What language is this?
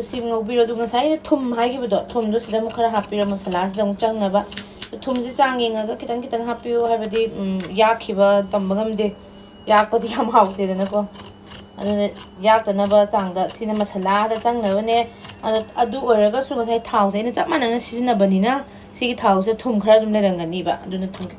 Manipuri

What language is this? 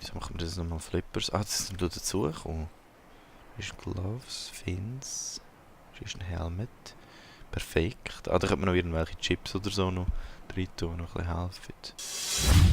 Swiss German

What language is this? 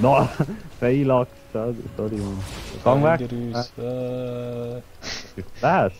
Swiss German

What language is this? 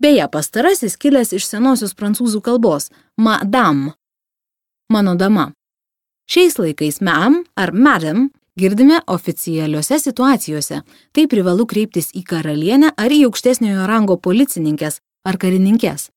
Lithuanian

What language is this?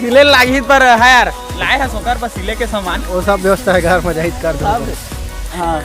Chhattisgarhi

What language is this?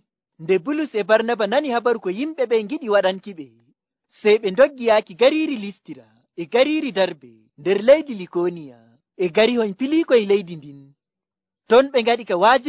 Nigerian Fulfulde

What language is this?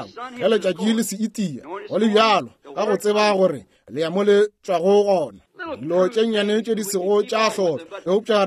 Northern Sotho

